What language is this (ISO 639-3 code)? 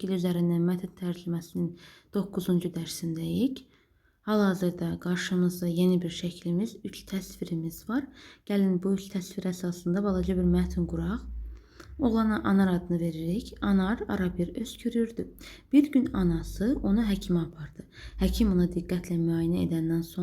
aze